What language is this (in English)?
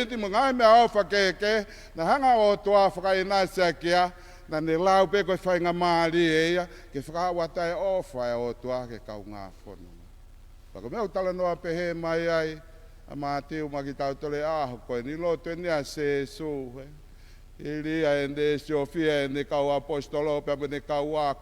Tongan